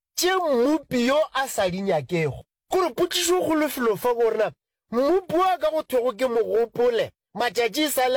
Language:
Northern Sotho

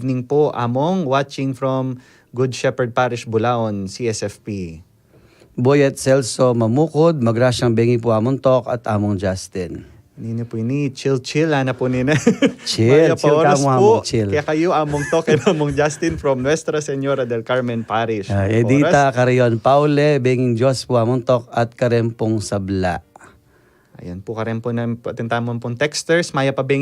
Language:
Pampanga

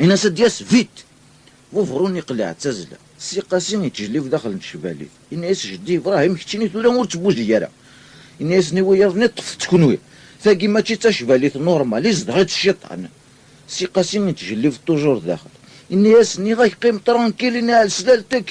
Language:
Kabyle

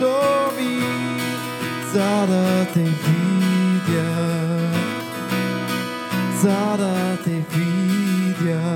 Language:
Bulgarian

